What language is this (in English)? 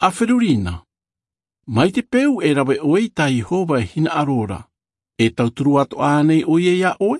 Tahitian